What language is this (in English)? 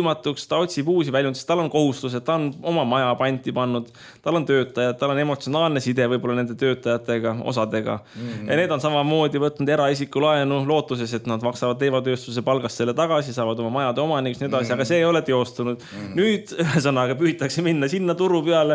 Estonian